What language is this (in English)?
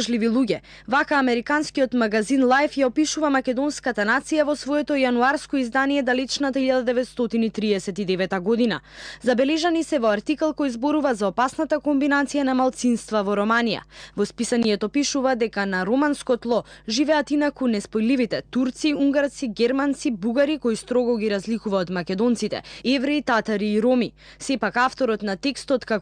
Macedonian